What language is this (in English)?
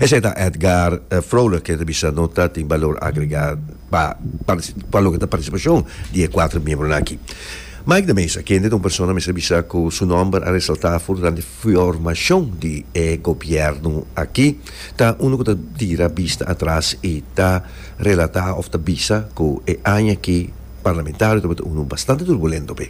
Papiamento